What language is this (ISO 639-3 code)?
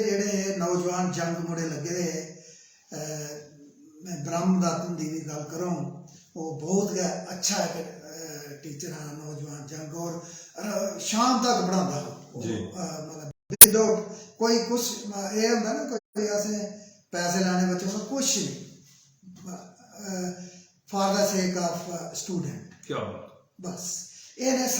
doi